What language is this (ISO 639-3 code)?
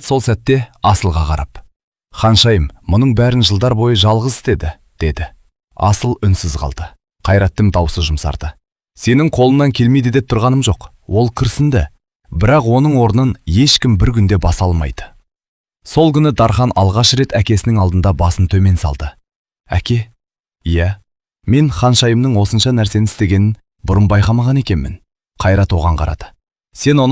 kaz